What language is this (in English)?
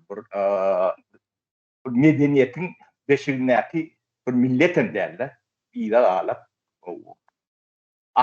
Turkmen